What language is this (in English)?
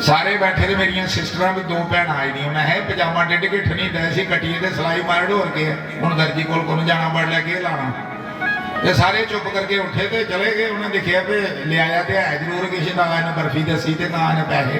Dogri